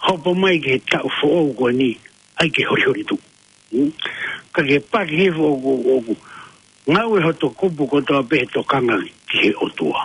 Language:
Tongan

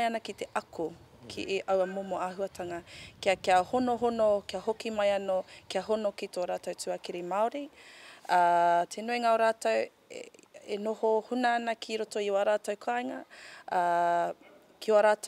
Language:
Māori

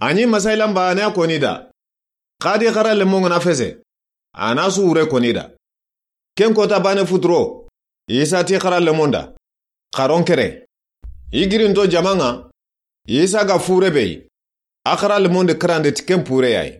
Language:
Soninke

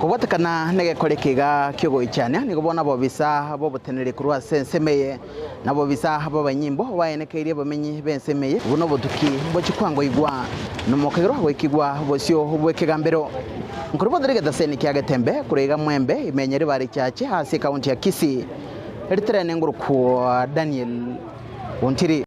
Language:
Gusii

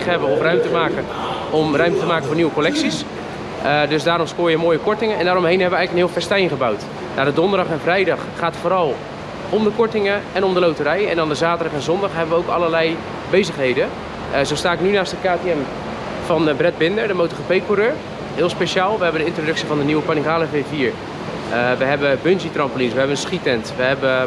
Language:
Dutch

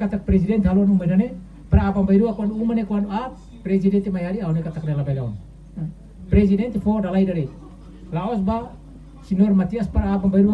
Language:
Tetum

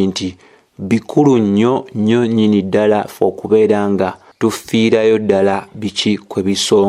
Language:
Ganda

